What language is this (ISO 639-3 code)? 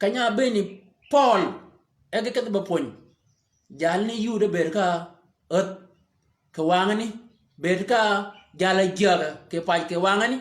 shk